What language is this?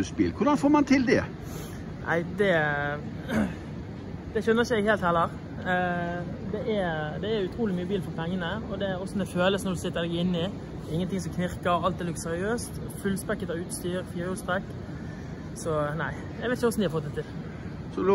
Norwegian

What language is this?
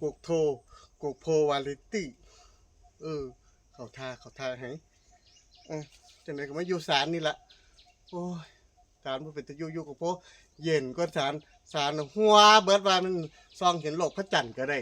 Lao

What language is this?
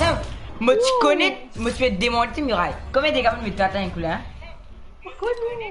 Morisyen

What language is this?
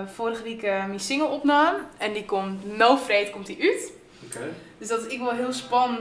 Western Frisian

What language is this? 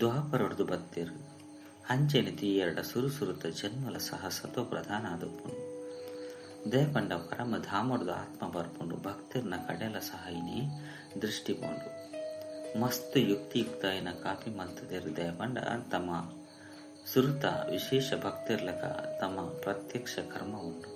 Tulu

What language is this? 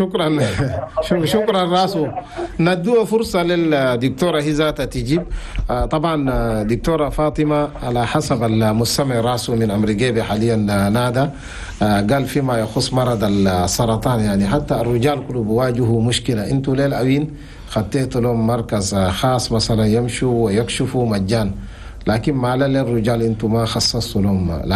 Chadian Arabic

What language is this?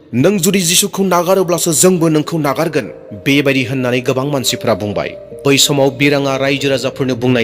Bodo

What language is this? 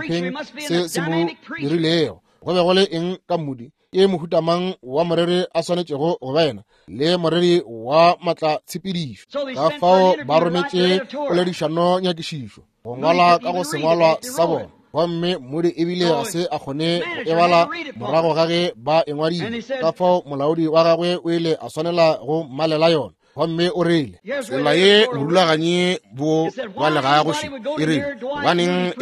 Northern Sotho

